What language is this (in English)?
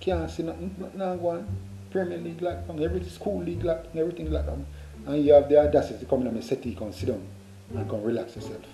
Jamaican Creole English